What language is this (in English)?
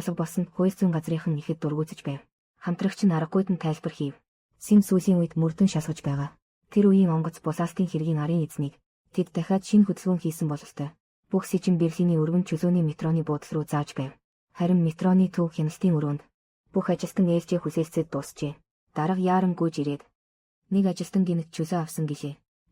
Mongolian